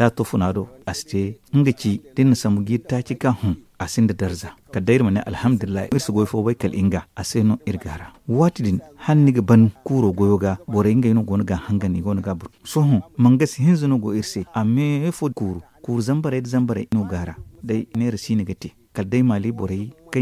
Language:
Zarma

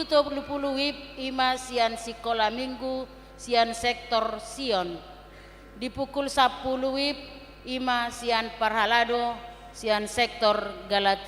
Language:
Batak Toba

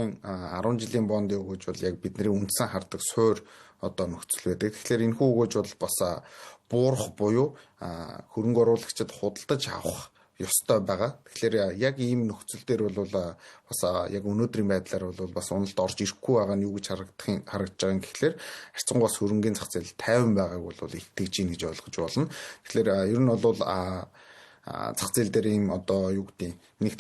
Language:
Mongolian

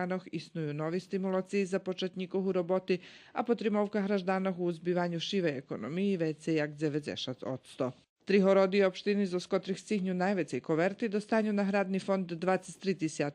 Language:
Rusyn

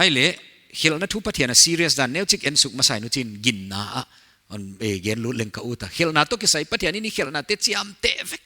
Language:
Paite Chin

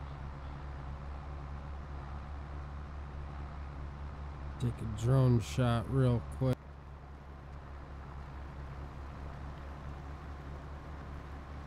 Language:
English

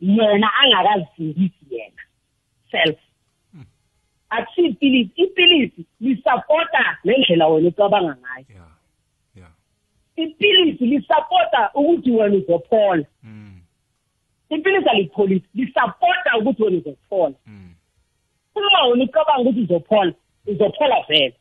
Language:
South Ndebele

